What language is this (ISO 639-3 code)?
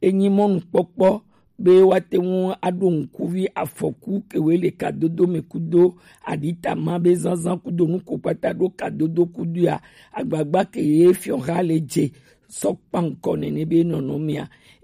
gej